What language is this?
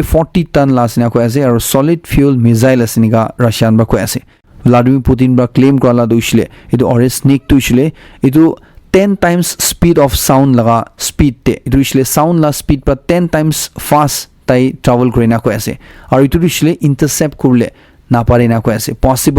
Naga Pidgin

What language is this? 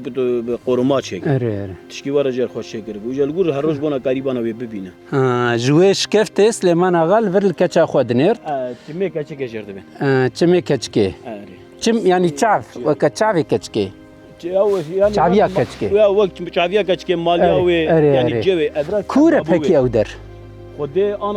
Kurdish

